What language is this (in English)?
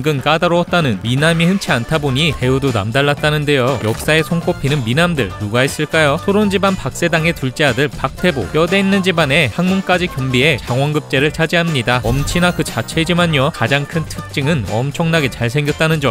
Korean